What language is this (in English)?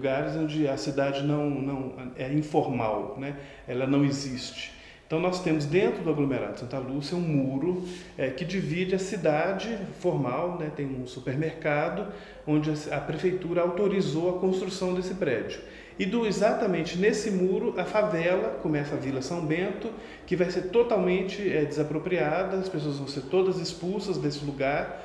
Portuguese